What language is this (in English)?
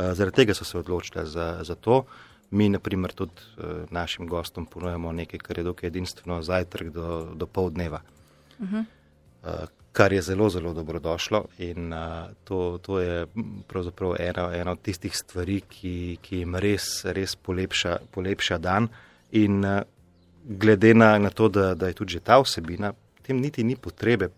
Slovenian